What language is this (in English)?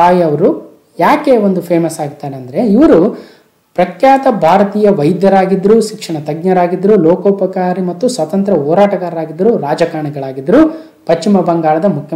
Kannada